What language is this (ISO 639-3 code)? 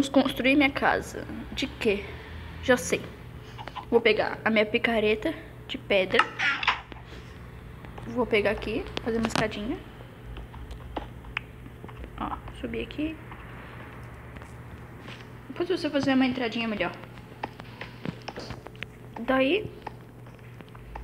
por